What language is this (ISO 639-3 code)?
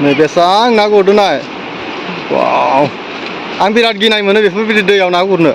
brx